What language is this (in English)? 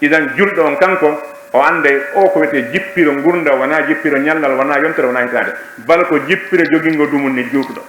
Fula